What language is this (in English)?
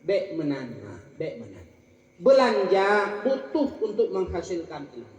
Achinese